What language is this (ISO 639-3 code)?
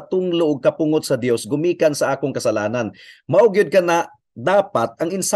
ceb